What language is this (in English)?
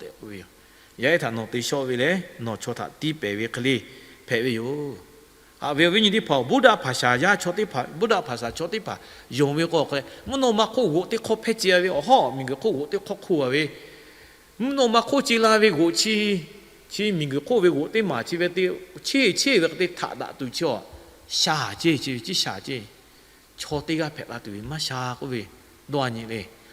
Lahu